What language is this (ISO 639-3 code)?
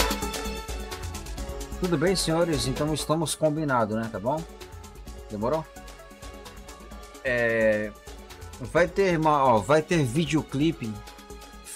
por